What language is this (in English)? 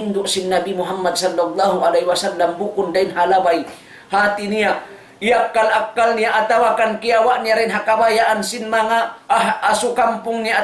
Tausug